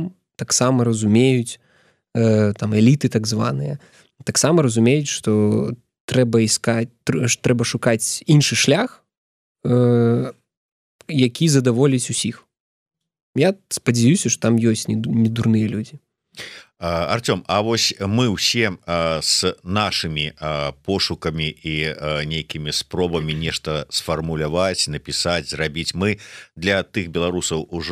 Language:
Belarusian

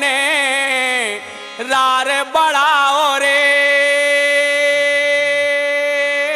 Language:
Bundeli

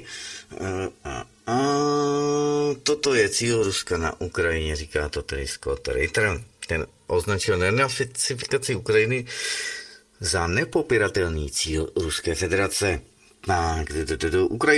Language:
Czech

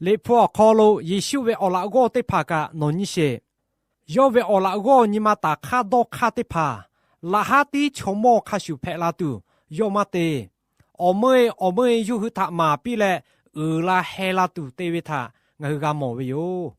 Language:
Lahu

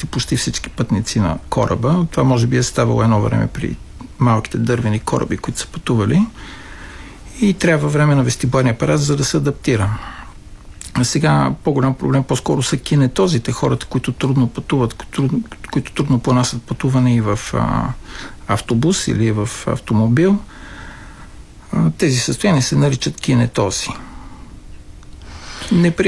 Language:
Bulgarian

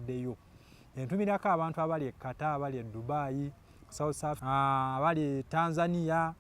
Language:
Ganda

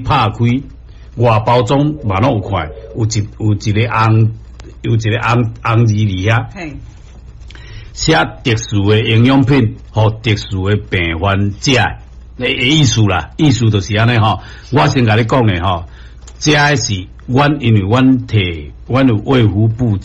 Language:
Min Nan Chinese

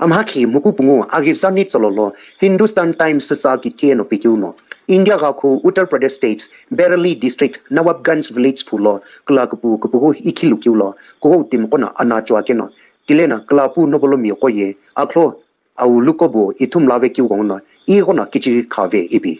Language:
Sumi Naga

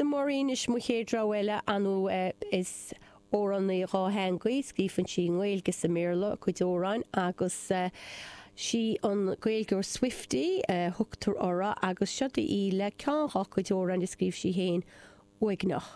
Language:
Irish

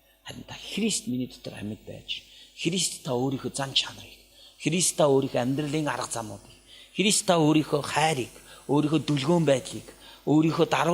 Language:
Mongolian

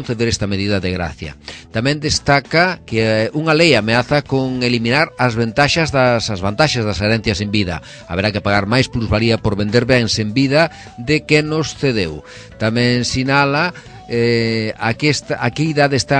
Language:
Galician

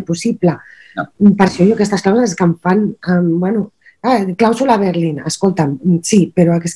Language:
Catalan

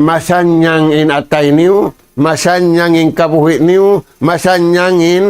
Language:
Tausug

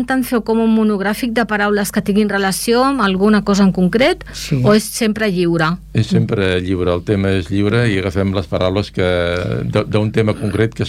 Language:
Catalan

